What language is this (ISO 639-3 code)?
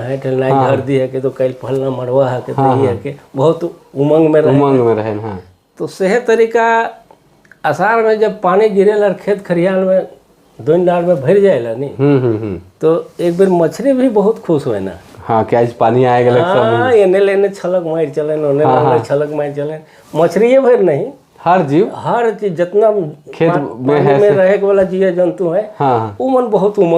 sck